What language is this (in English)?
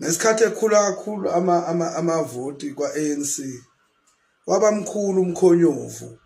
Zulu